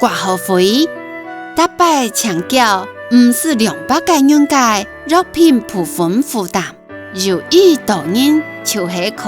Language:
Hakka Chinese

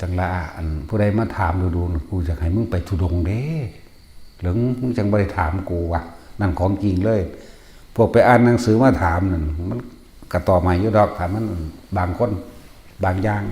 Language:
Northeastern Thai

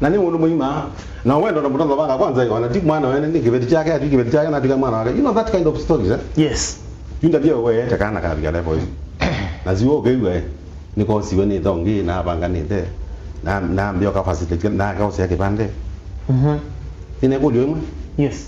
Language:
Kamba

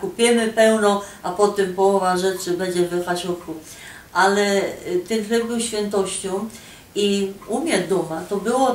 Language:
Silesian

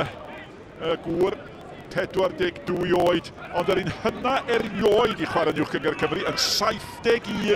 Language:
Welsh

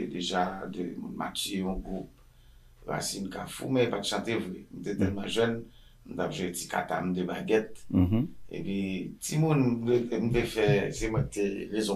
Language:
Haitian Creole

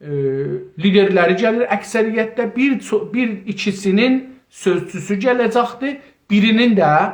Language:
South Azerbaijani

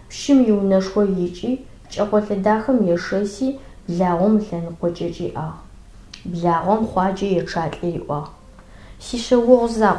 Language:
Adyghe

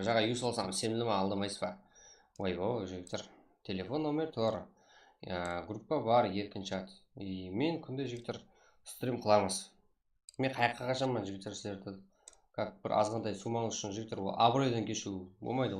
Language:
Kara-Kalpak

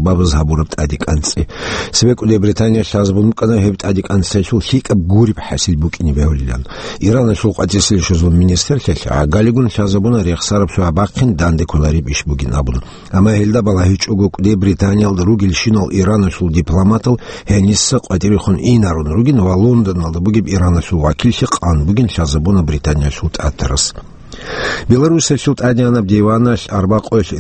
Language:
Avaric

